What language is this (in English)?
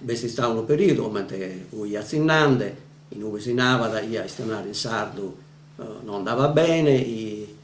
Sardinian